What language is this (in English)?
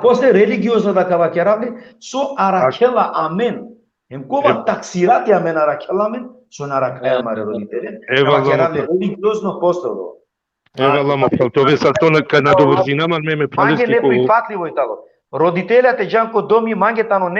Balkan Romani